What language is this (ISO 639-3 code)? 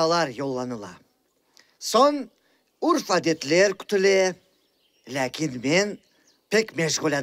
crh